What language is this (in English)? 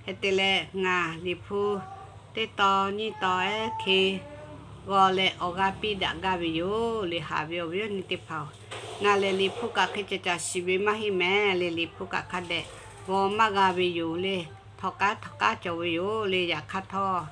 Lahu